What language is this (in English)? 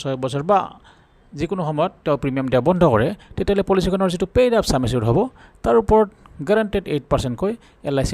Assamese